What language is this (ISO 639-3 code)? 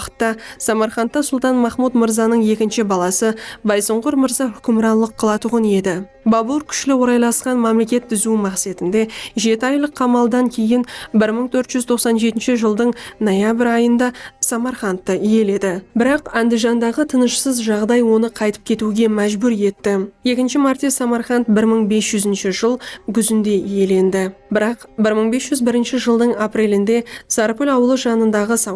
kaa